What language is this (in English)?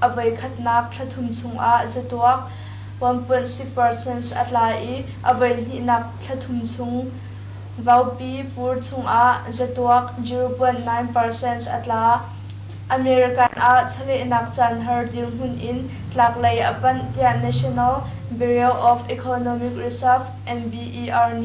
Hakha Chin